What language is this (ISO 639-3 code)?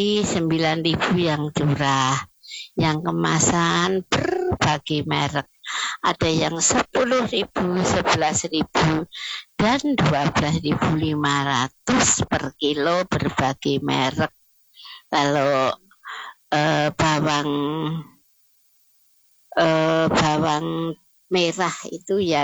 ind